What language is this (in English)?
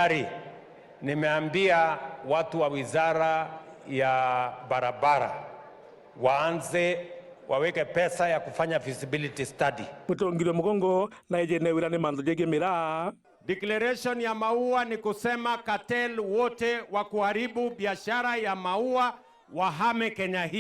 Meru